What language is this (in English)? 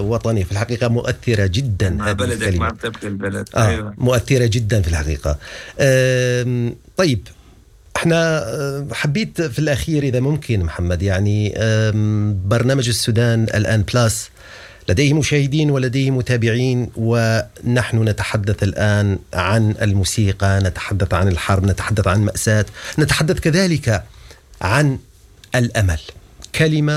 Sudanese Arabic